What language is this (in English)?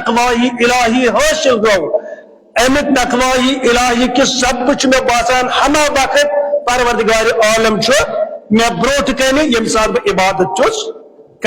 Kashmiri